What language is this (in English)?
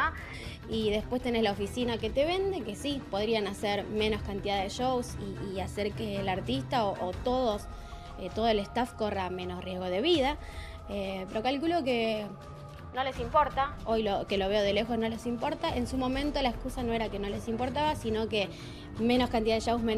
Spanish